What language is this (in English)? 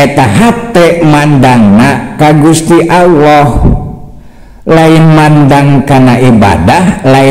Sundanese